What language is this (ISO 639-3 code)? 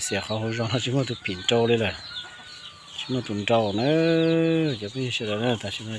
hmn